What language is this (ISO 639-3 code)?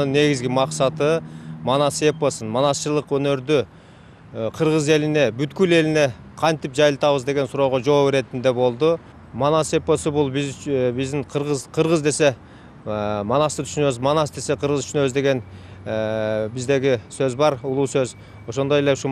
kir